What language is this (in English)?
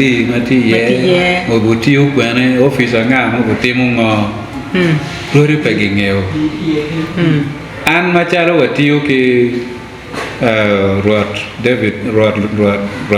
Acoli